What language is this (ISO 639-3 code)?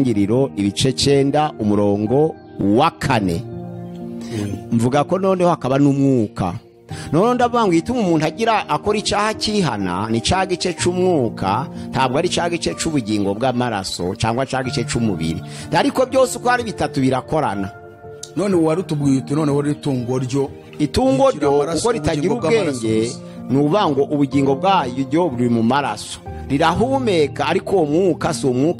kin